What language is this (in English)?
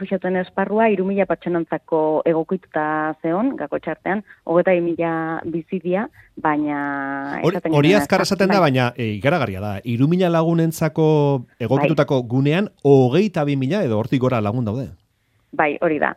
Basque